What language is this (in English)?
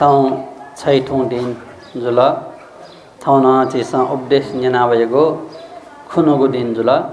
Newari